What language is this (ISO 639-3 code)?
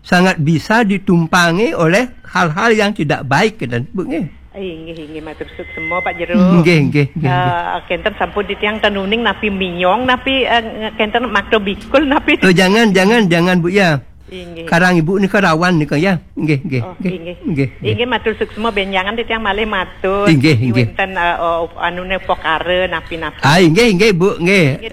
ban